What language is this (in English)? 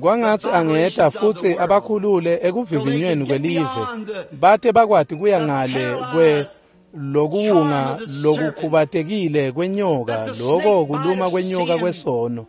Swati